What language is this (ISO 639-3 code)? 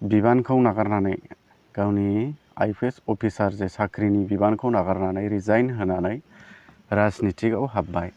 brx